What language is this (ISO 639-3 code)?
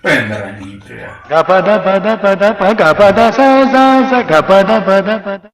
hne